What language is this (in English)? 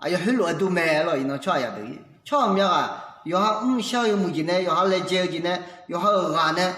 Akha